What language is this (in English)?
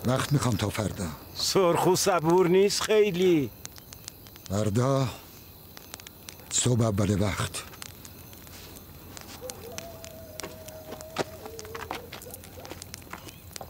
Persian